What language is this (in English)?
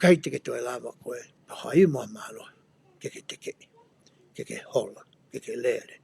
Tongan